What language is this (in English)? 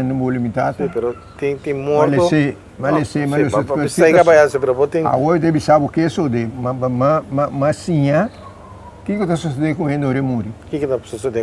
Papiamento